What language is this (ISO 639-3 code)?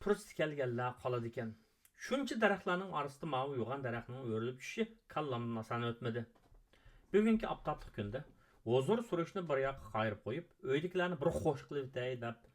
uig